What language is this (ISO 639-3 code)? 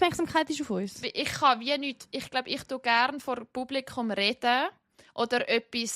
gsw